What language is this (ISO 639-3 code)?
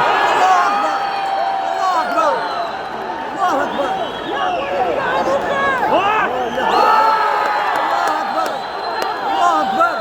tgk